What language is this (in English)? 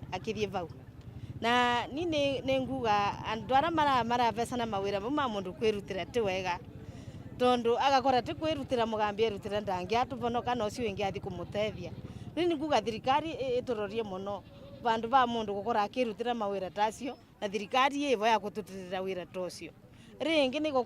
Meru